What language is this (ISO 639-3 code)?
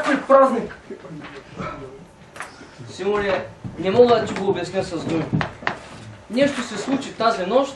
bul